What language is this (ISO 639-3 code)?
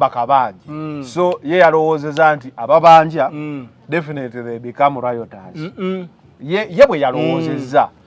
lug